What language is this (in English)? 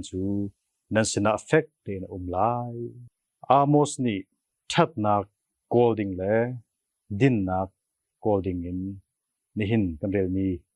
Hakha Chin